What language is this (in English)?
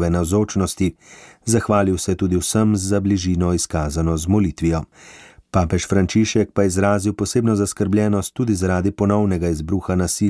Slovenian